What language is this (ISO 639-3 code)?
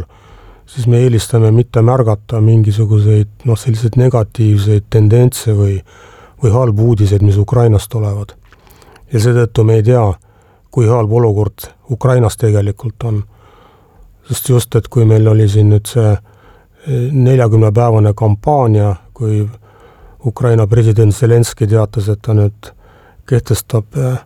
est